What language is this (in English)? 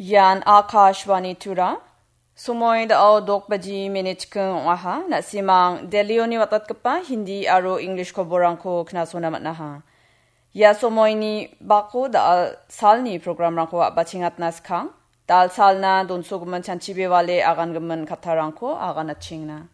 Garo